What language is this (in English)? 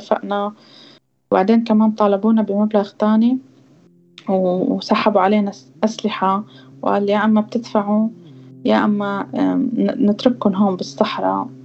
North Levantine Arabic